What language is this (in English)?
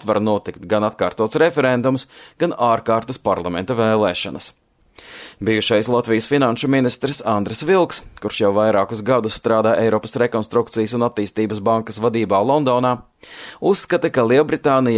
Latvian